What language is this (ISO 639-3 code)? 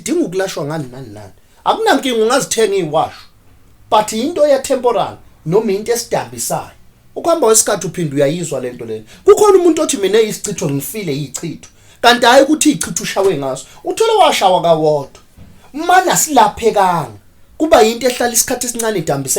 zul